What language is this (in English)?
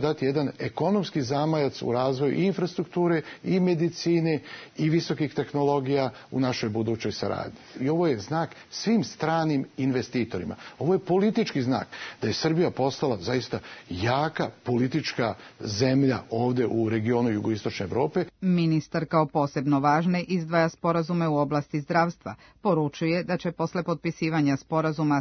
Serbian